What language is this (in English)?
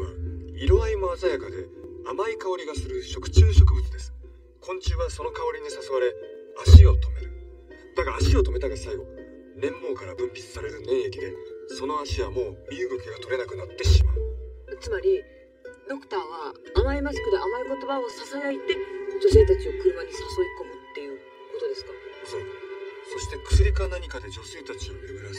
Japanese